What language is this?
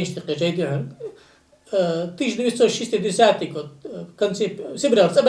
Ingush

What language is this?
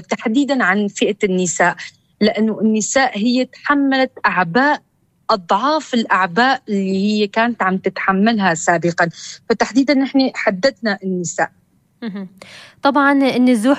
North Levantine Arabic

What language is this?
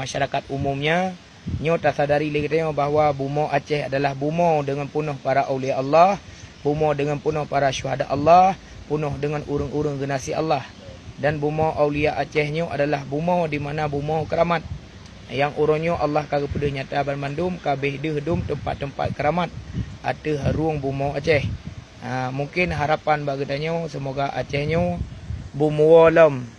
Achinese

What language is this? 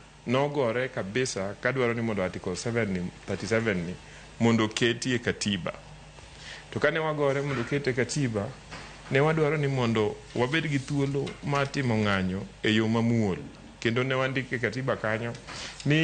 Luo (Kenya and Tanzania)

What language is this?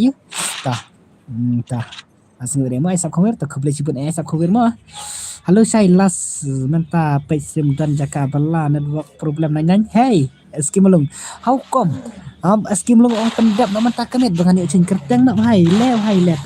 Khasi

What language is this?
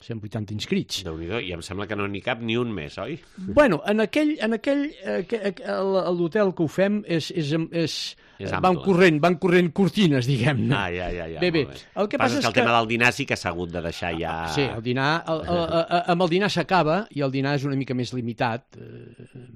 Catalan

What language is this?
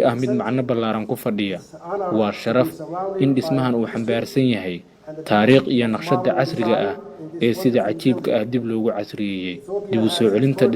Somali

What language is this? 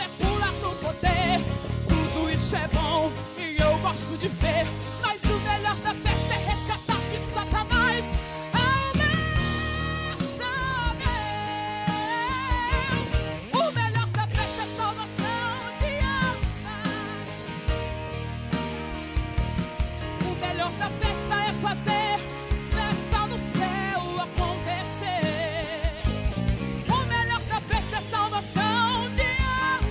Portuguese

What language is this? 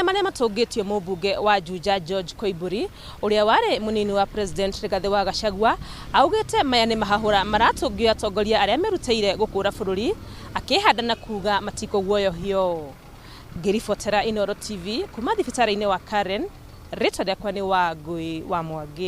Kikuyu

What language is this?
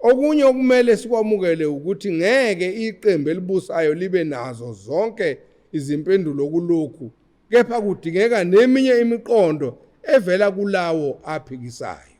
Zulu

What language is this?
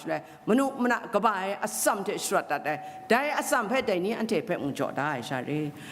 Kachin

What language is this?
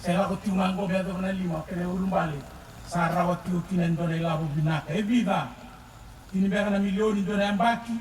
Fijian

